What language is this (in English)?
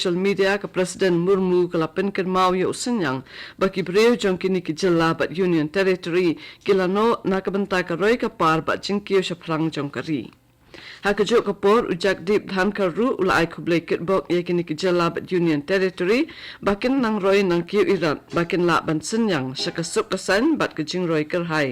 Khasi